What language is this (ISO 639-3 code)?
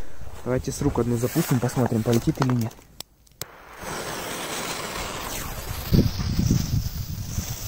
rus